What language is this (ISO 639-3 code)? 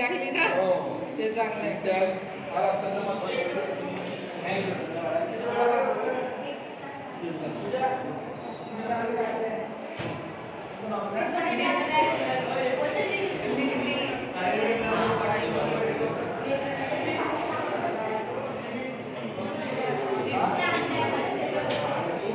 mar